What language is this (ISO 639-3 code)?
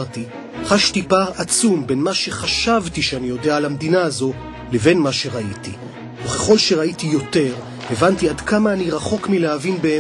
heb